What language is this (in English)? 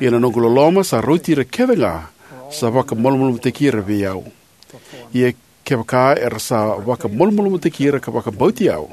Fijian